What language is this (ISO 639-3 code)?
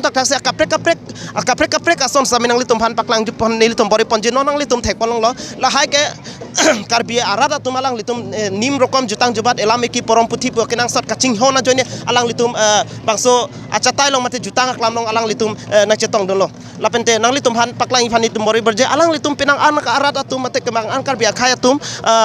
mjw